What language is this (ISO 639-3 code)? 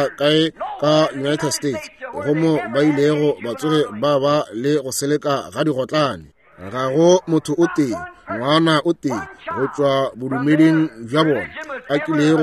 nso